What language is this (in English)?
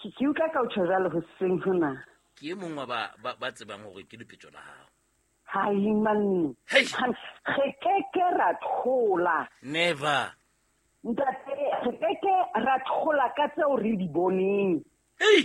Southern Sotho